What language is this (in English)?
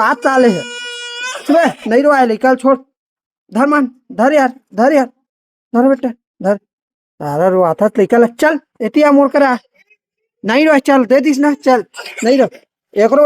Chhattisgarhi